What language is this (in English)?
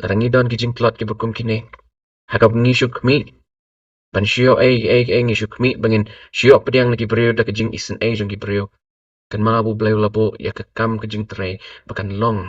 Khasi